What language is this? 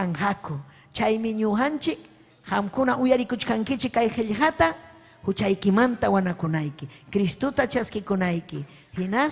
Ayacucho Quechua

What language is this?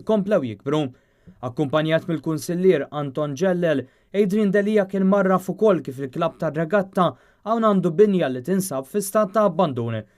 Maltese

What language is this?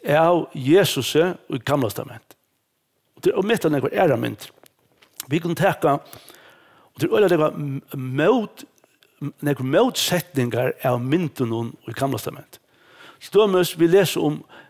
Faroese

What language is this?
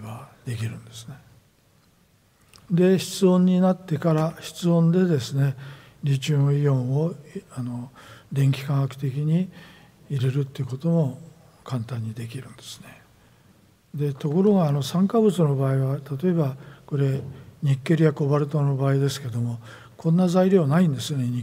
Japanese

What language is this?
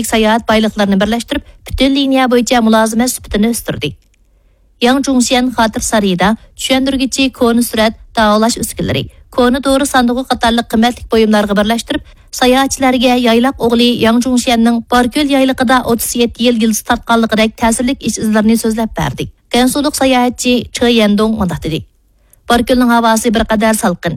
Uyghur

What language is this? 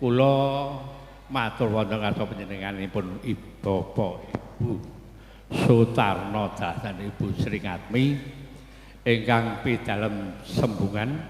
Javanese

